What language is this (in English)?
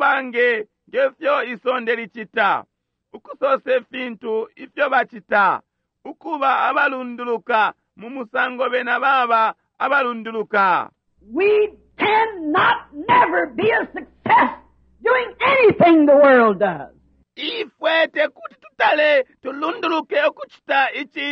Bemba